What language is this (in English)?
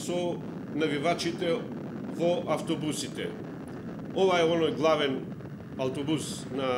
Macedonian